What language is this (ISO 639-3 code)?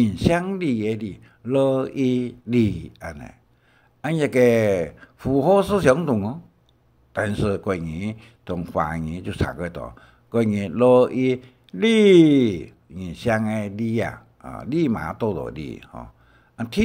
hak